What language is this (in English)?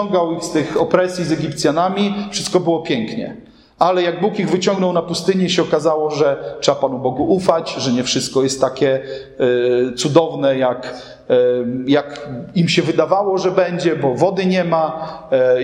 Polish